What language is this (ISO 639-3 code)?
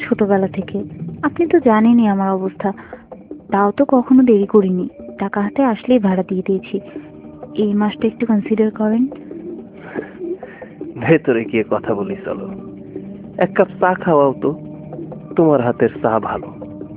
ben